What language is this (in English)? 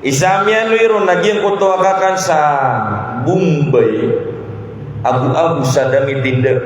Maranao